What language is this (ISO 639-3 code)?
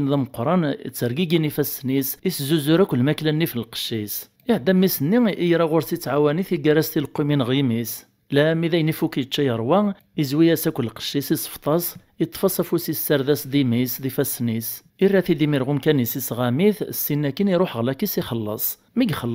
kab